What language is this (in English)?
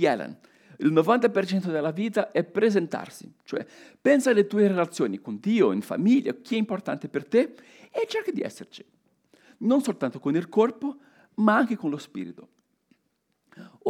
Italian